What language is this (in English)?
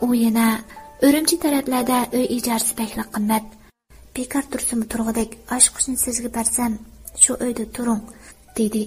Uyghur